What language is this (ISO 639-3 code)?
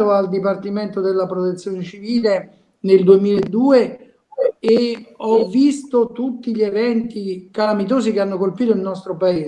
ita